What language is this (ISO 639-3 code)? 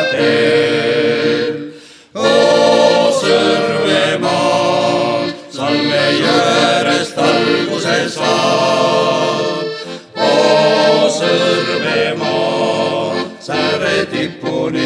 est